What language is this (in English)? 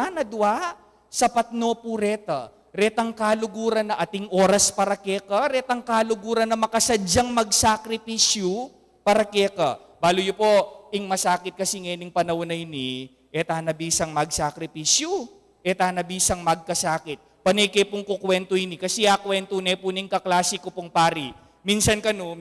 Pampanga